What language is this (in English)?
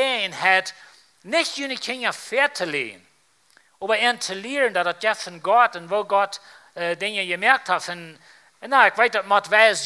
Plautdietsch